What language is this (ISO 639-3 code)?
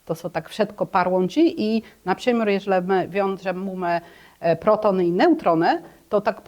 csb